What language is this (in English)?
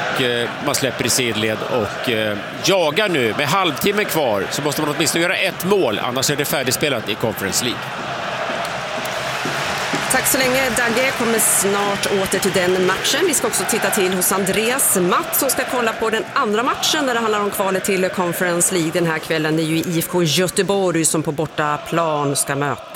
Swedish